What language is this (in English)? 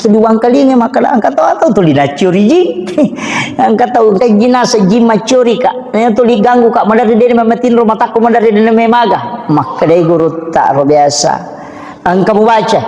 Buginese